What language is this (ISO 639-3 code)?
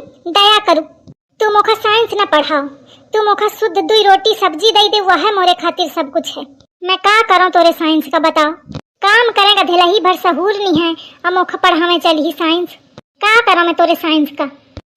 awa